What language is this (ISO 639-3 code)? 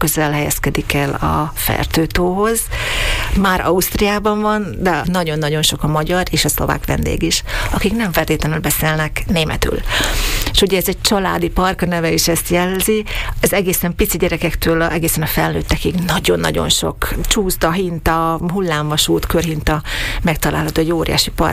hun